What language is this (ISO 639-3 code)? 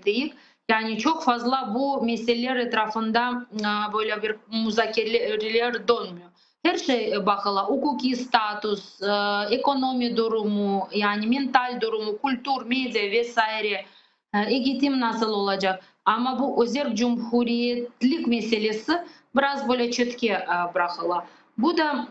crh